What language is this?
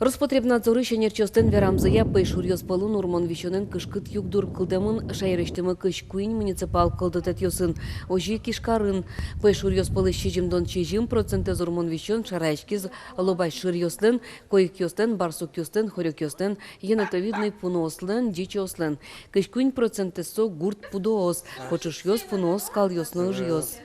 Udmurt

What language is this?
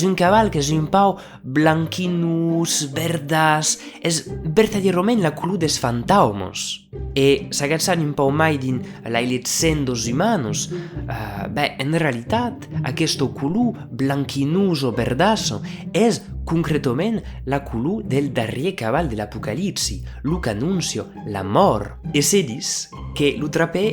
Occitan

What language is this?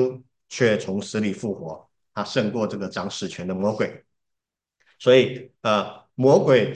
Chinese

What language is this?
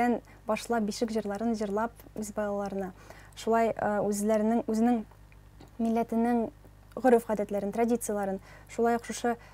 Tatar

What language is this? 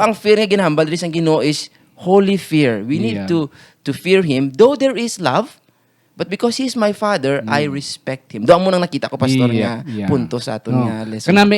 Hiligaynon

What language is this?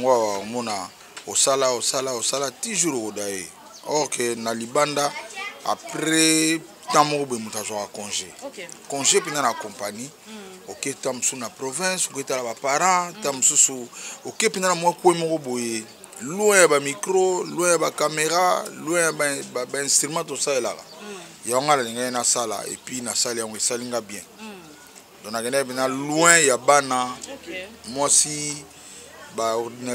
Lingala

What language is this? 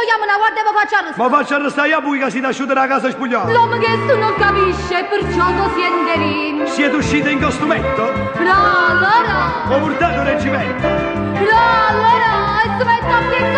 Neapolitan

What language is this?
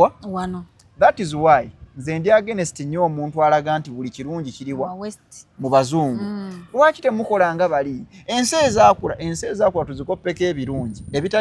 Ganda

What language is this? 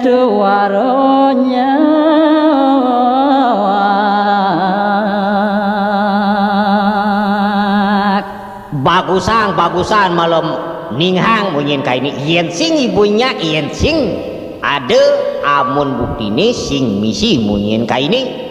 Balinese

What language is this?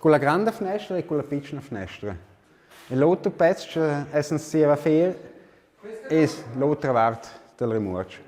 Romansh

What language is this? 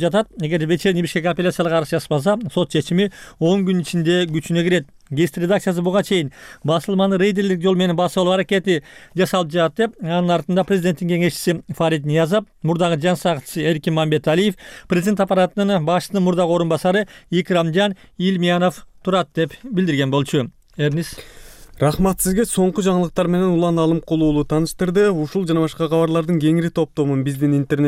Kyrgyz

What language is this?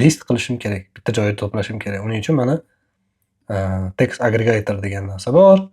Uzbek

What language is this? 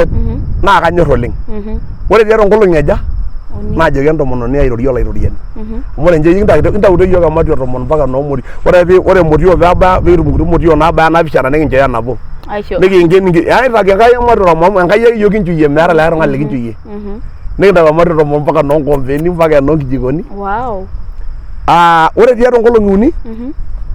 Masai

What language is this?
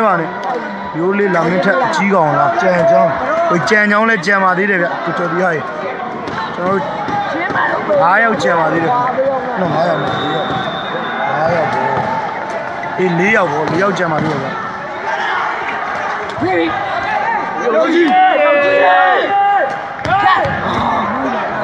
Burmese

